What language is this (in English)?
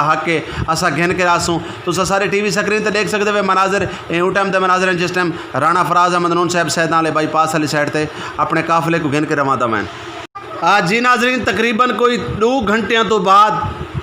Saraiki